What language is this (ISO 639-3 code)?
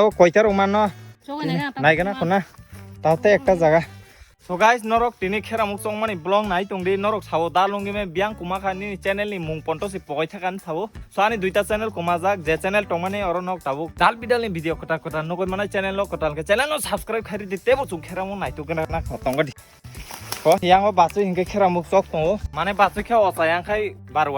trp